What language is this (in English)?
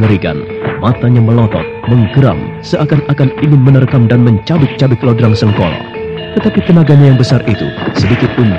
Indonesian